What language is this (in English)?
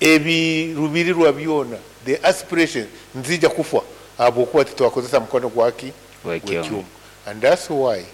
Nyoro